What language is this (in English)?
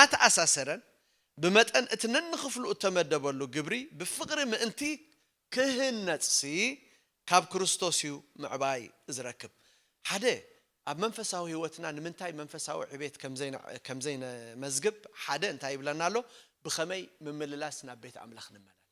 Tigrinya